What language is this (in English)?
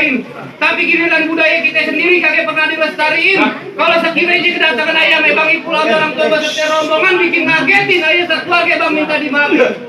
Betawi